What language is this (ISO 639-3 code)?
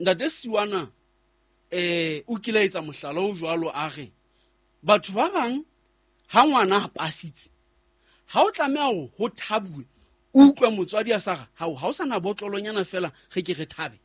sot